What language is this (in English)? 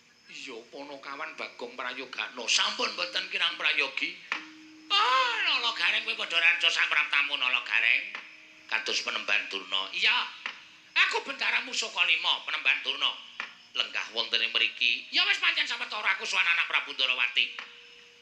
Javanese